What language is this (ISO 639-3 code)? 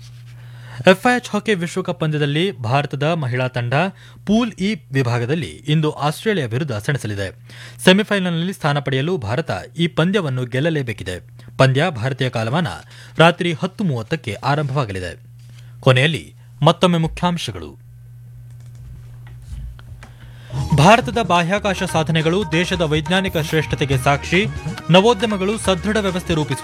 kan